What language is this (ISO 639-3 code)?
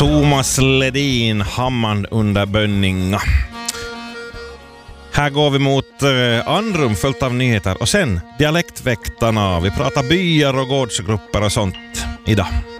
swe